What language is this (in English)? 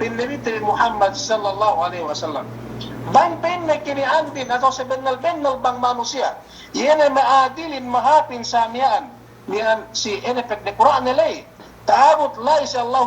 Yakan